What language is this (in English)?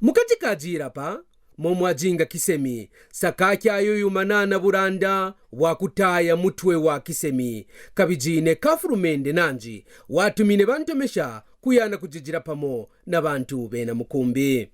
Kaonde